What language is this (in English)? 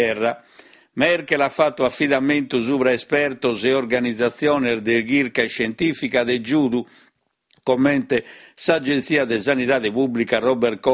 Sardinian